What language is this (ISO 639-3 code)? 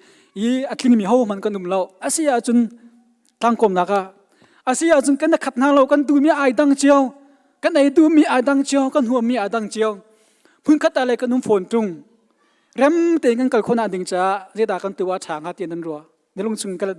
cnh